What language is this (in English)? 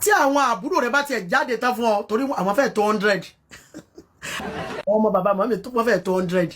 Yoruba